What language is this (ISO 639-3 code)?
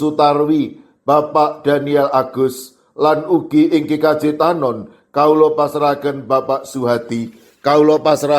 jav